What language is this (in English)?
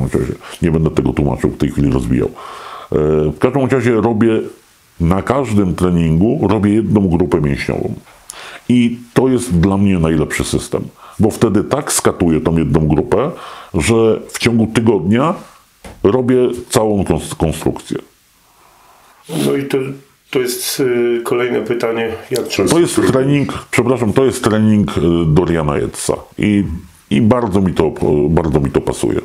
Polish